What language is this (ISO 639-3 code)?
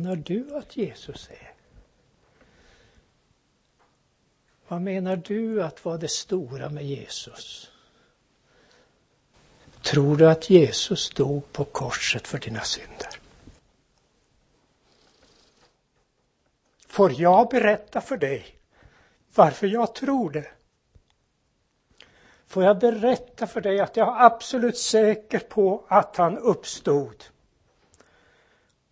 swe